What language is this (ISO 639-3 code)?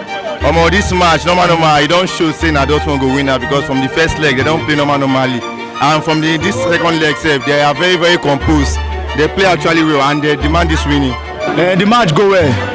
pcm